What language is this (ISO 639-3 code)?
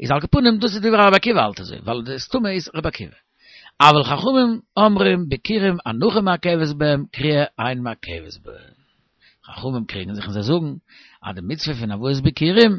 yid